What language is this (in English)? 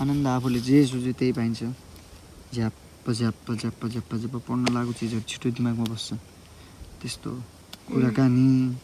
Nepali